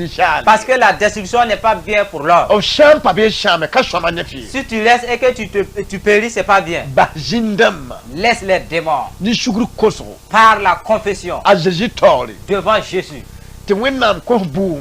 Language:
Mossi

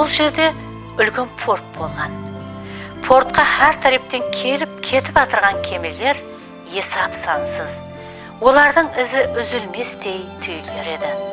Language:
Kara-Kalpak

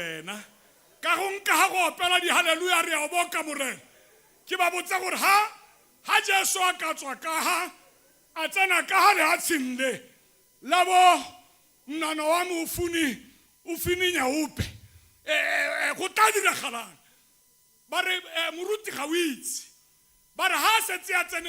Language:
Tswana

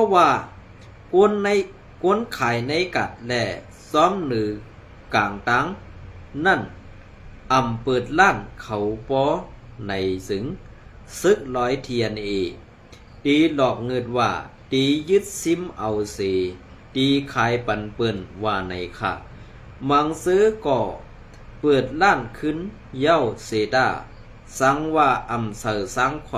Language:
Shan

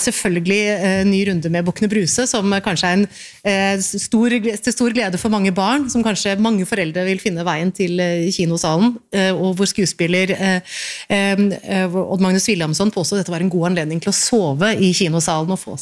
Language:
Norwegian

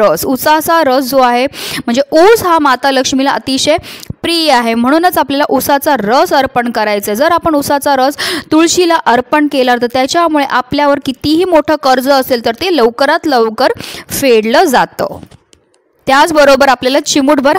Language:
Marathi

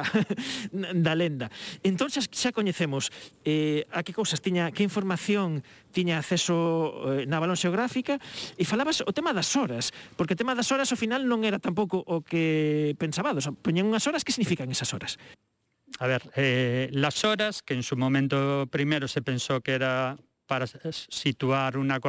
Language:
Galician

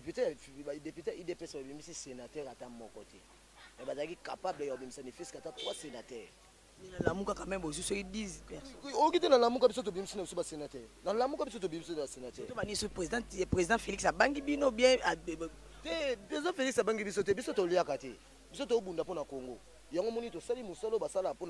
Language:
Lingala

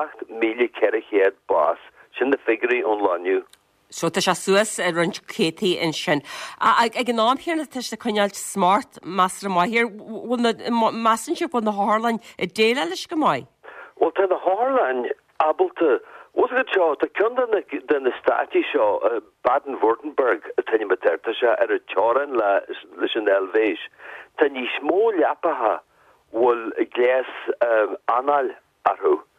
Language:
Irish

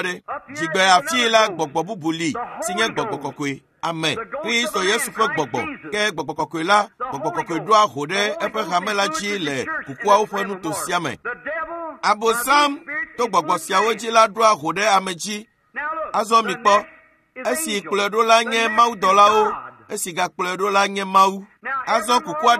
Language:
Ewe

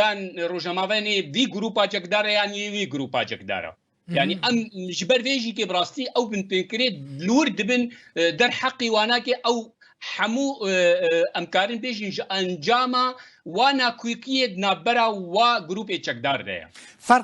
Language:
Kurdish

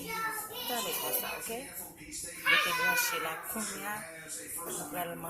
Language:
Haitian Creole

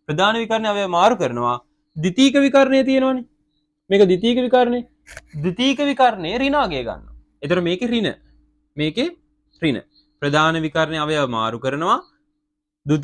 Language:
Sinhala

